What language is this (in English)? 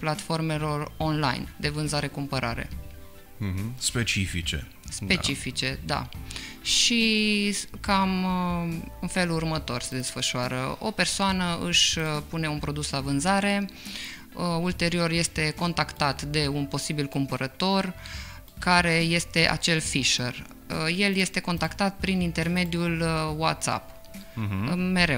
Romanian